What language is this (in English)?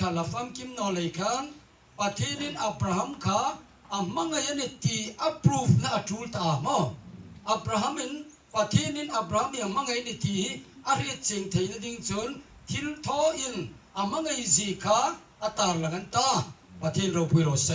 Hmar